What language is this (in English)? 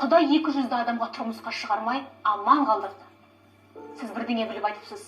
Kazakh